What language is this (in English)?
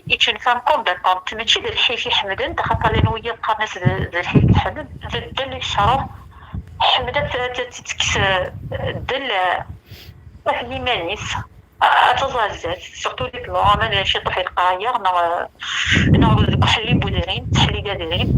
Kabyle